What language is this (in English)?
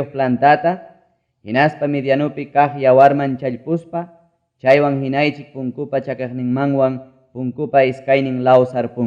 Ayacucho Quechua